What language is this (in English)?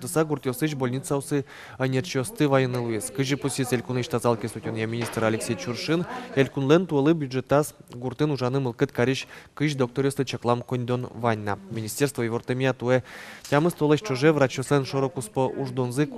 Udmurt